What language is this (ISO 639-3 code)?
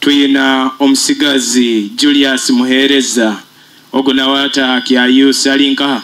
nyo